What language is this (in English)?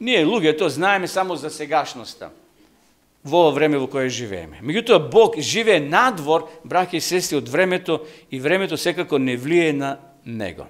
Macedonian